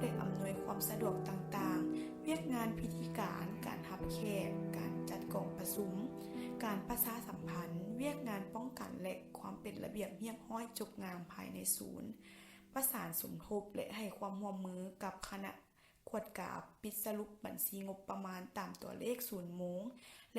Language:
Lao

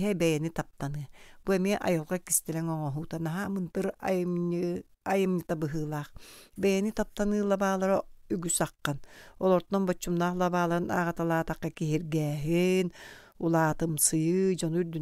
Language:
Yakut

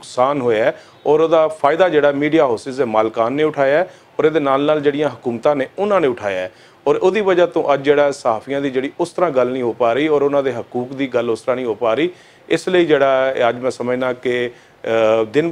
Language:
Western Panjabi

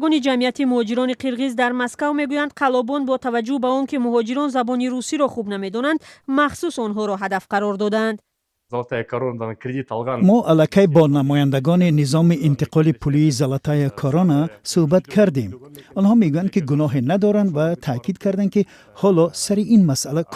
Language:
Tajik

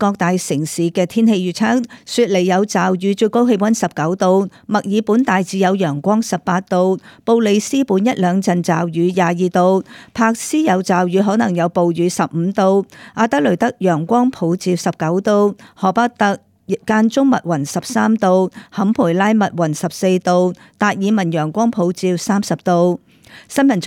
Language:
Cantonese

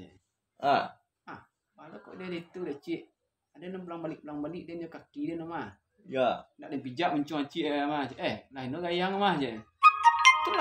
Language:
Minangkabau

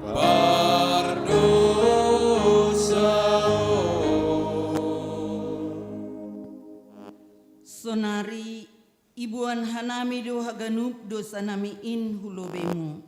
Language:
Batak Simalungun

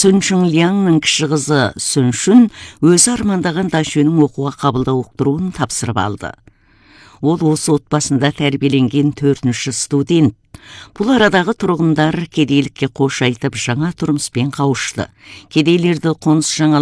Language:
Kazakh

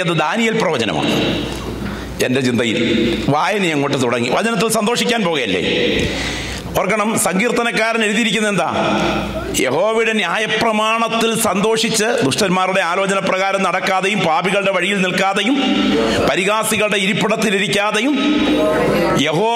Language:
Malayalam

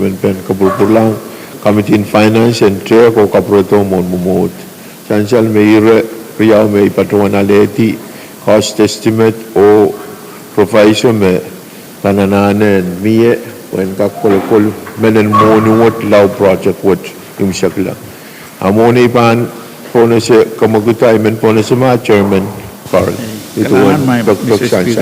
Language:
Pohnpeian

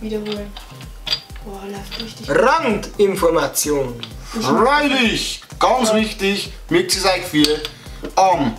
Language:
Bavarian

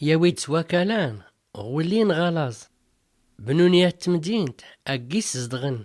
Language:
Tachelhit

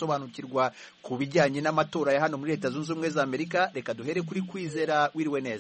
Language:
Kinyarwanda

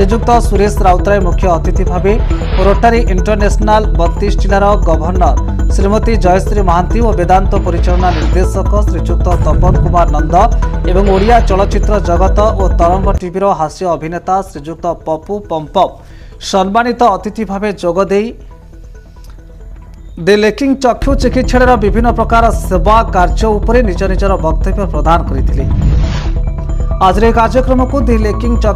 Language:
Odia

